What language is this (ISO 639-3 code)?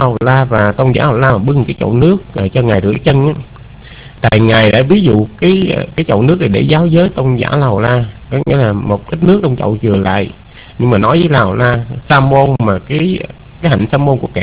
vie